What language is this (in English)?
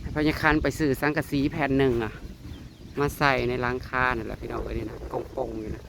Northeastern Thai